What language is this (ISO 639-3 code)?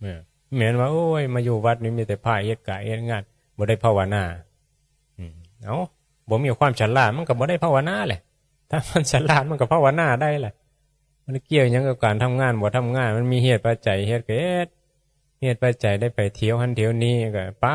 tts